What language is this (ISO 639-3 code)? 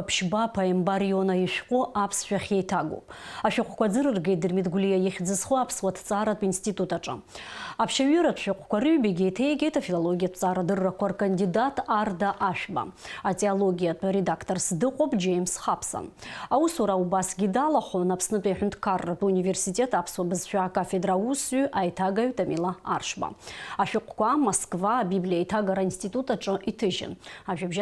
abk